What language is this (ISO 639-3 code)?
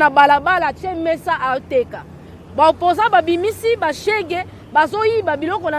lin